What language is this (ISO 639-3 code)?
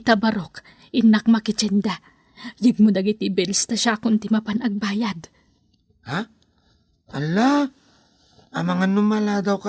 ilo